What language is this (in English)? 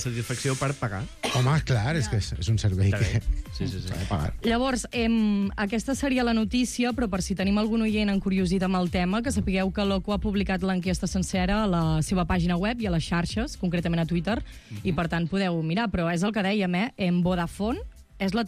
Catalan